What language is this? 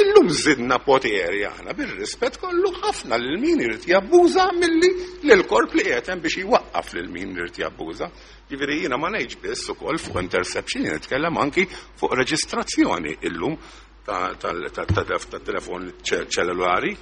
Maltese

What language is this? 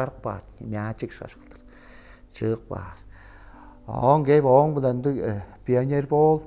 Tuvinian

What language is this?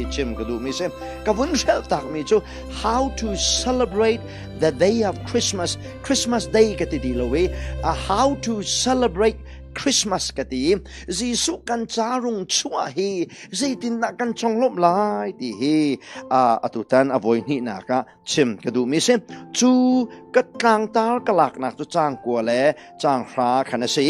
Hakha Chin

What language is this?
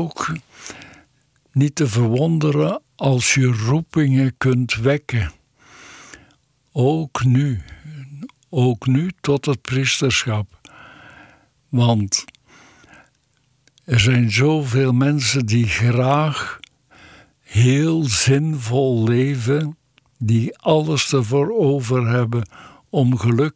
Dutch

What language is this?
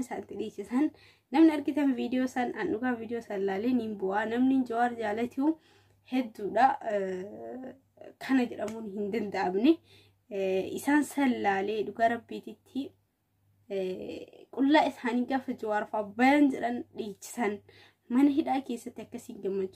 Oromo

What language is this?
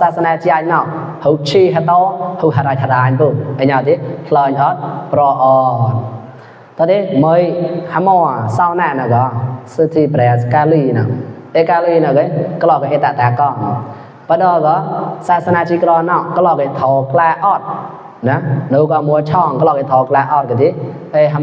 Mon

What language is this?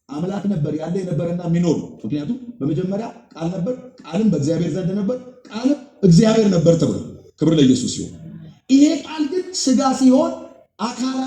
Amharic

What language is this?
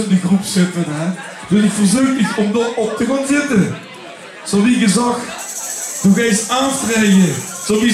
Limburgish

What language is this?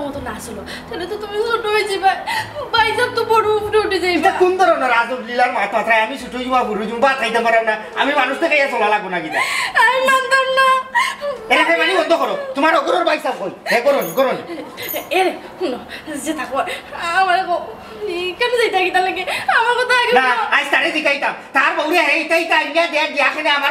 Sylheti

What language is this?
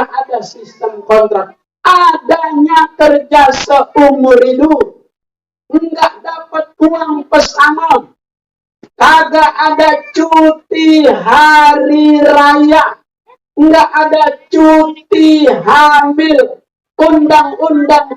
Betawi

